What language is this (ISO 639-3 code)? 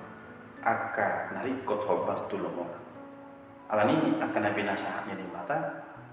bbc